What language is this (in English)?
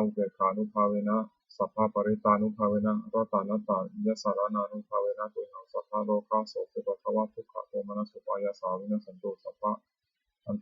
Pali